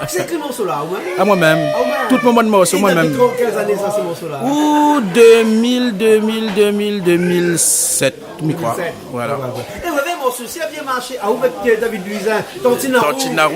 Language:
Réunion Creole French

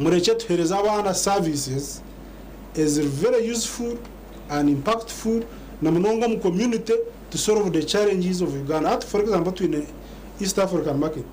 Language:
Nyankole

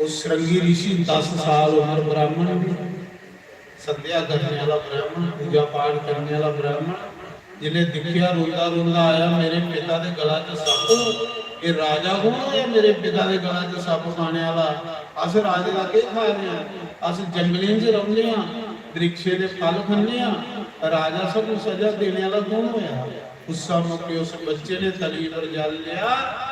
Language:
Dogri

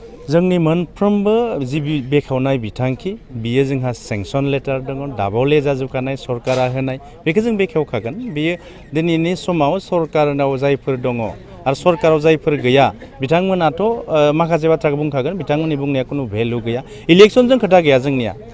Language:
Bodo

